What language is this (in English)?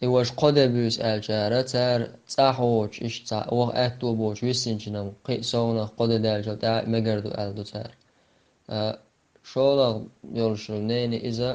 Chechen